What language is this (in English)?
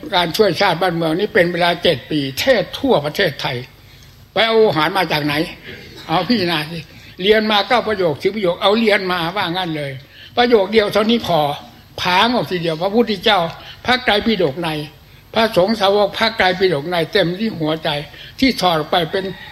Thai